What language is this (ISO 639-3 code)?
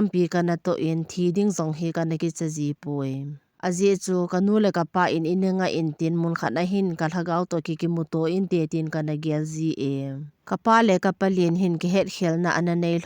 tcz